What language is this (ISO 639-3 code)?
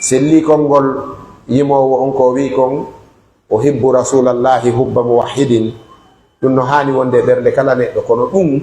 fuf